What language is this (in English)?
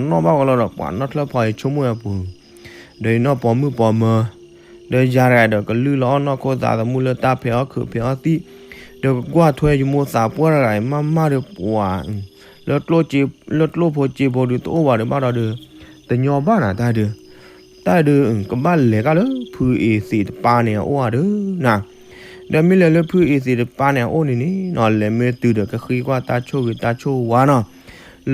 S'gaw Karen